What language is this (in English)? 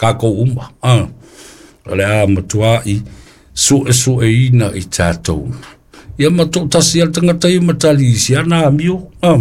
Samoan